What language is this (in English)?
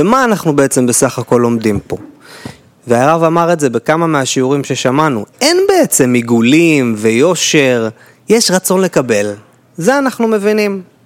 Hebrew